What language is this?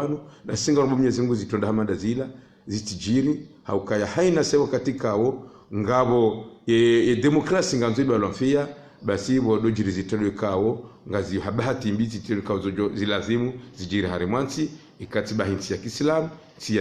Ngazidja Comorian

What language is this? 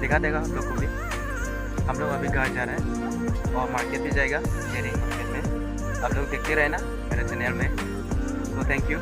Karbi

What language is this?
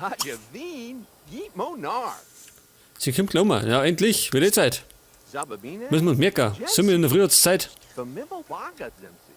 Bavarian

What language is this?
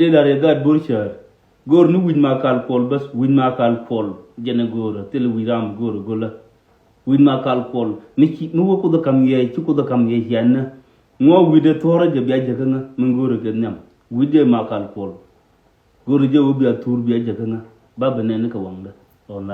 Nuer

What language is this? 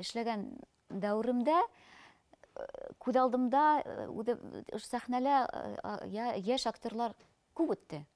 Bashkir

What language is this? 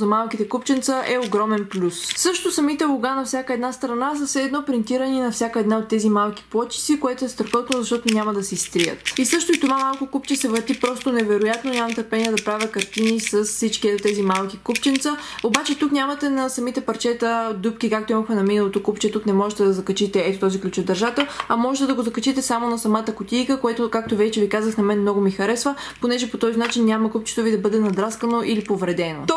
Bulgarian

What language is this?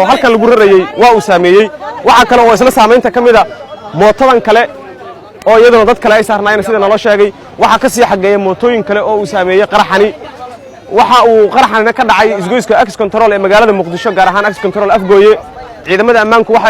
Somali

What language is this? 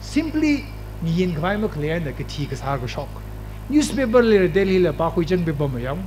Tangkhul Naga (India)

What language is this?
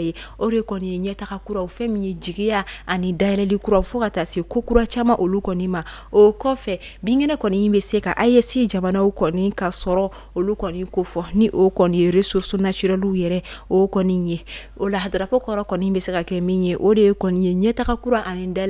Bambara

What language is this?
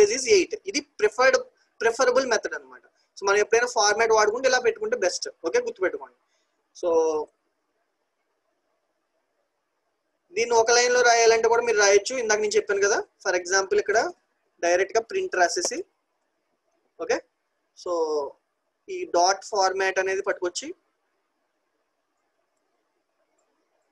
Telugu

